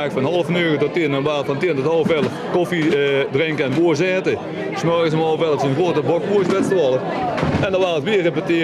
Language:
Limburgish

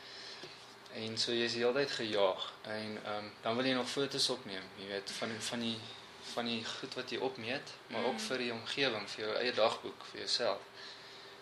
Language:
Afrikaans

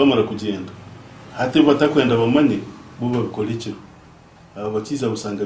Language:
Nyankole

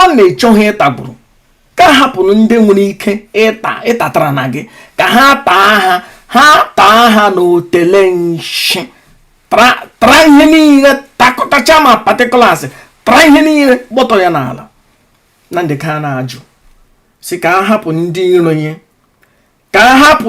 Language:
Igbo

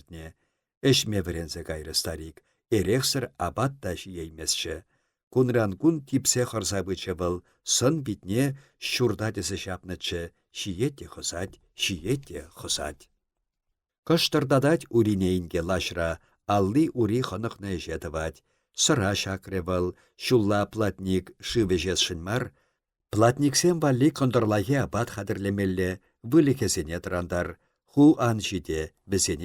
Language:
Chuvash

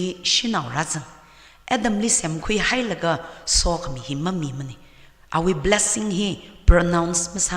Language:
Tangkhul Naga (India)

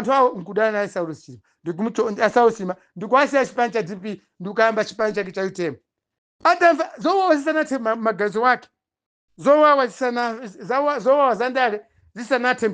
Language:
Nyanja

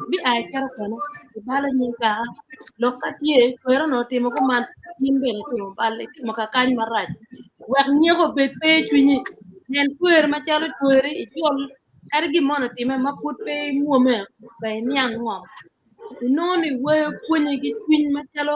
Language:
Acoli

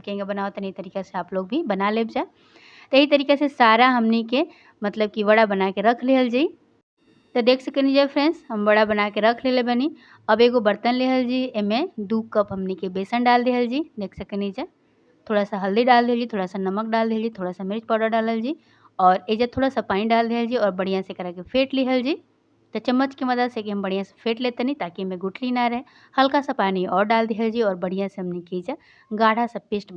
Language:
Bhojpuri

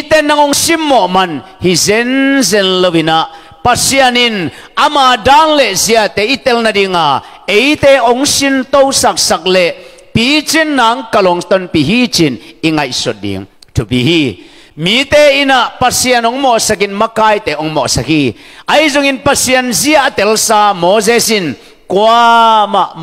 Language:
Tedim Chin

